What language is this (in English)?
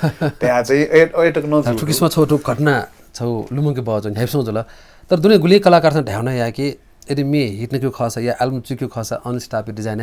Newari